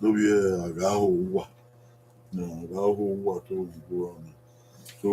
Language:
Bini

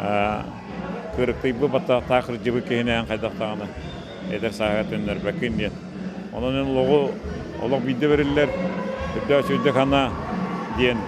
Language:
Yakut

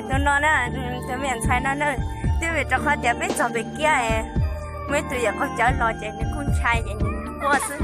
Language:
Hmong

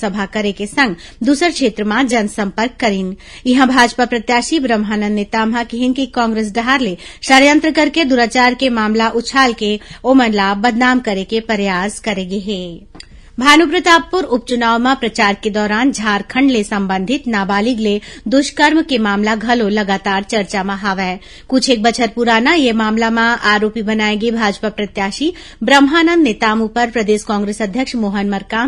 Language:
Chhattisgarhi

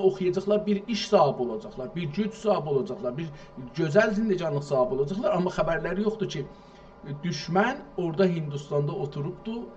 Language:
South Azerbaijani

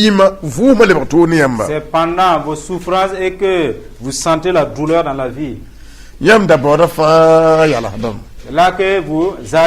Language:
Mossi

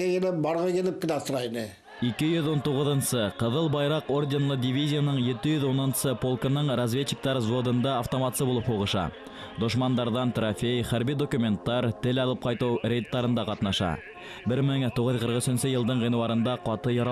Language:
Bashkir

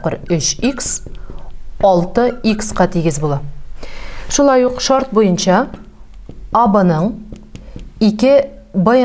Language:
Tatar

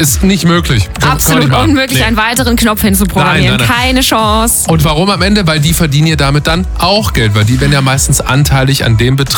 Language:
German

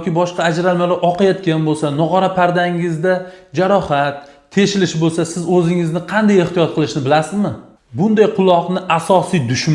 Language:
Uzbek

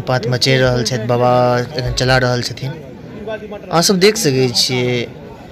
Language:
Maithili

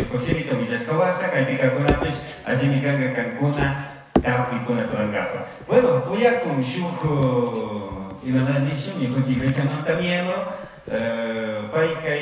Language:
Chimborazo Highland Quichua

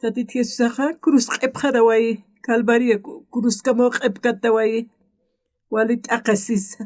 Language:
Aymara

